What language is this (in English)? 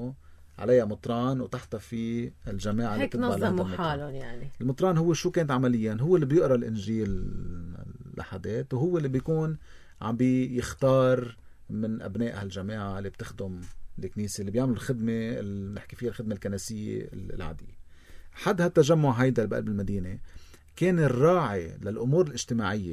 North Levantine Arabic